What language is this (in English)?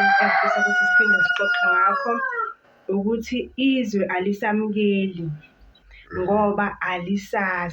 Zulu